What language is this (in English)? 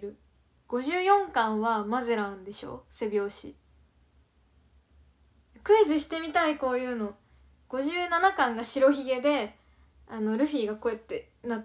Japanese